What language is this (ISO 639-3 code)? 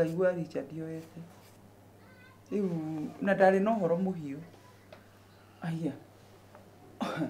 kik